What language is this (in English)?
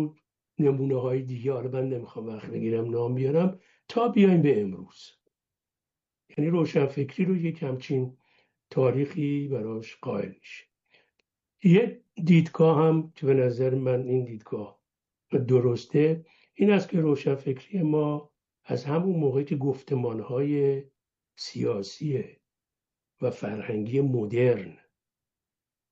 Persian